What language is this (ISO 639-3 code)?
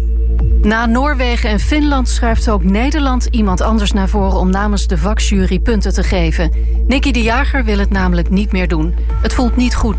nld